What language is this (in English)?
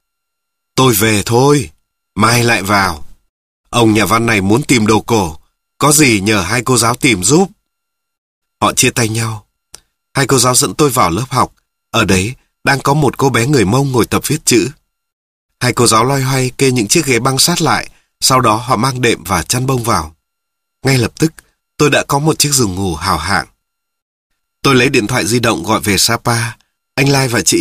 Vietnamese